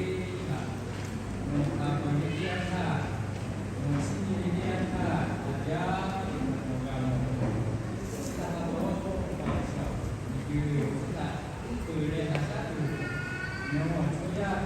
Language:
Lahu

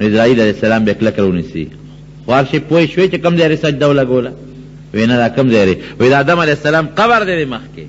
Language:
Pashto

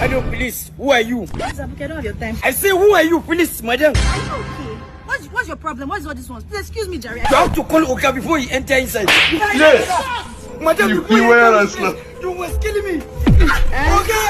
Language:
Nigerian Pidgin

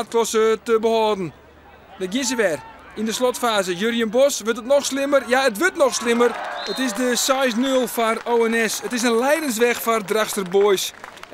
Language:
Western Frisian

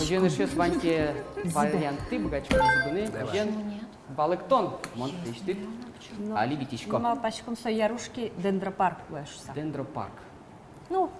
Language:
Udmurt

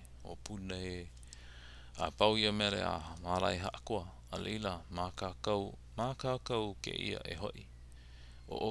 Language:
Hawaiian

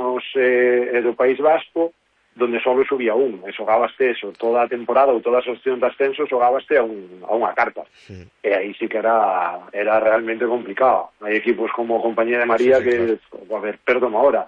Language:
Galician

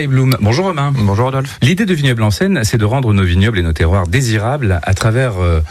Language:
French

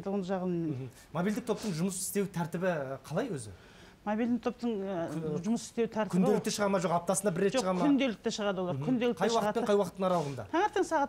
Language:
Kazakh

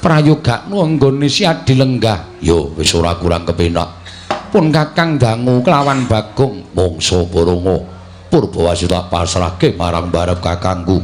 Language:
Javanese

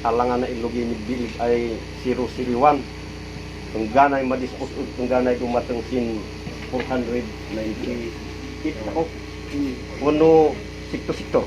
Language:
Kankanaey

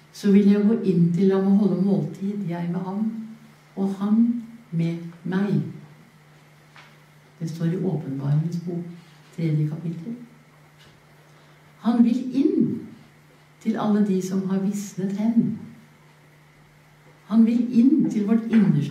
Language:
Norwegian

